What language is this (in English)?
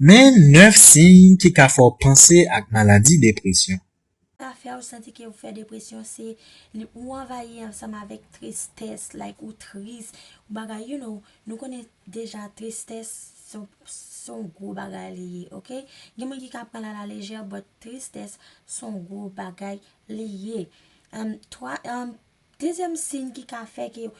Haitian Creole